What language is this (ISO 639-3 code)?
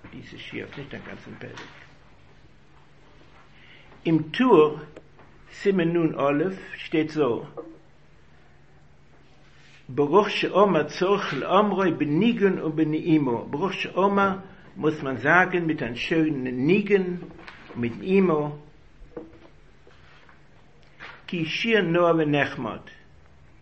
deu